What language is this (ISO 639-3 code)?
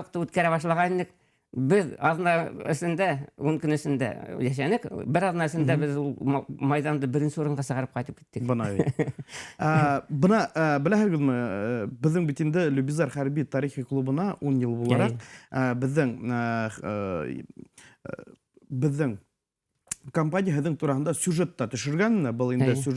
bak